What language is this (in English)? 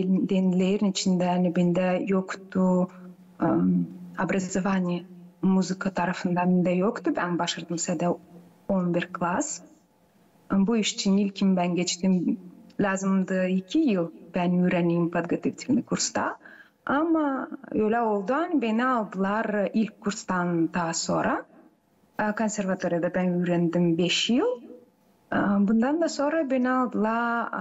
Gagauz